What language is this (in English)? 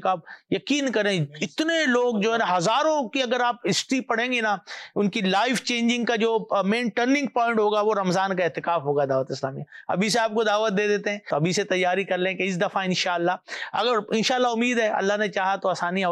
Urdu